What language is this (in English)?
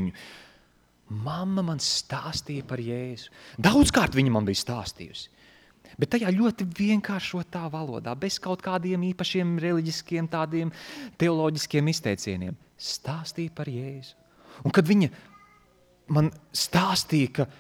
Latvian